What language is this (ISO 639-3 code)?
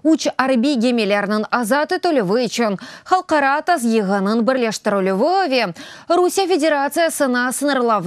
crh